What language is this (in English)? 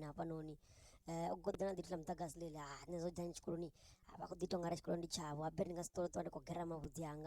Venda